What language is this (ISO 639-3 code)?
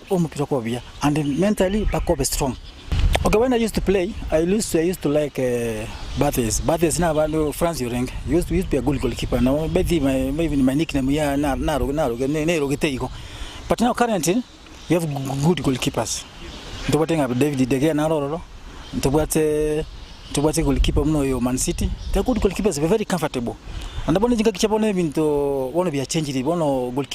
guz